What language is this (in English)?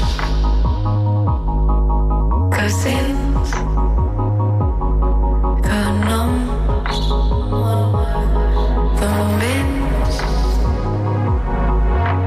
Catalan